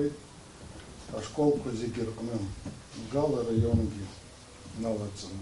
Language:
Abkhazian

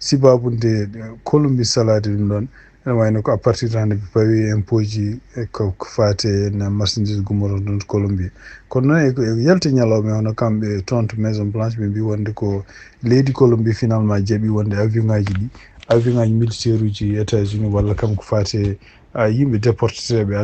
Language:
Fula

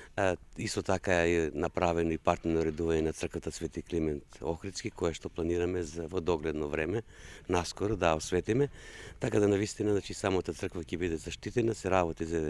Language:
Macedonian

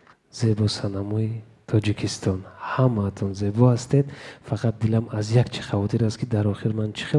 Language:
Tajik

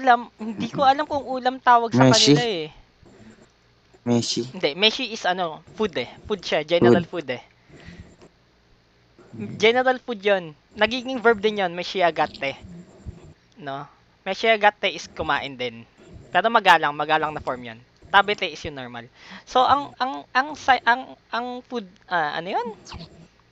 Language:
Filipino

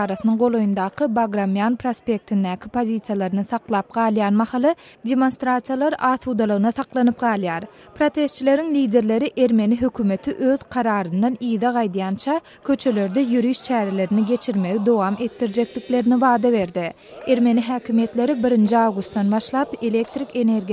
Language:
Turkmen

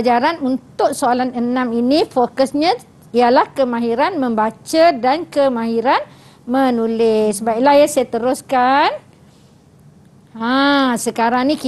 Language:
Malay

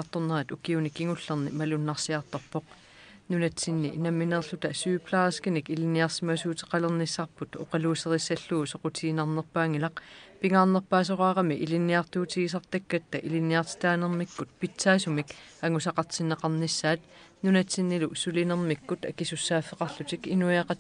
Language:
Kalaallisut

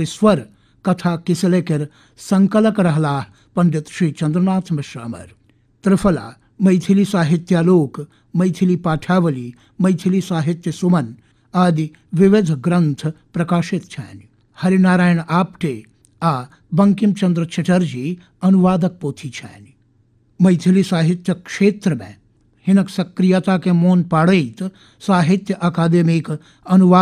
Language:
Maithili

